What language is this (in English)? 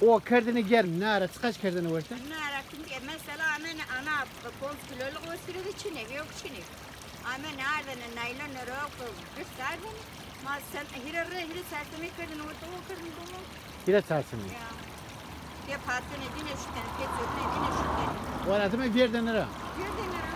Zaza